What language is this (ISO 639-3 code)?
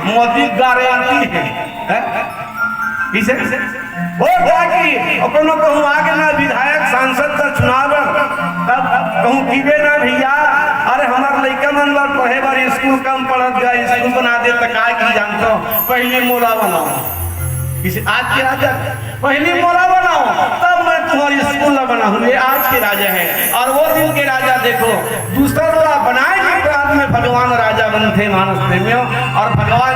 hne